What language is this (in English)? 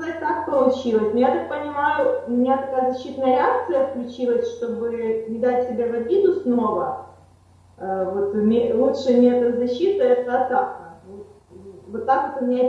Russian